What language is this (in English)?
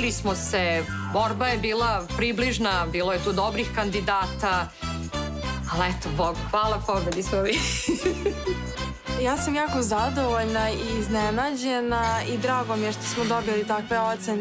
Serbian